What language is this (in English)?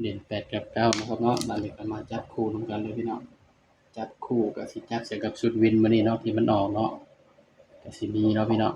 Northeastern Thai